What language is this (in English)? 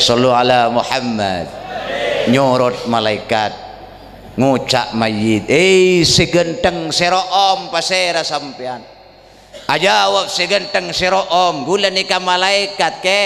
Madurese